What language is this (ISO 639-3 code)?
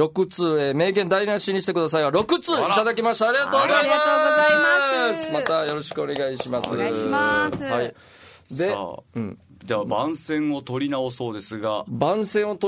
jpn